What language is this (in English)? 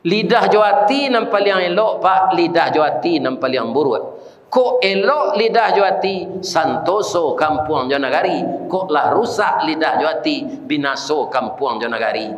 Minangkabau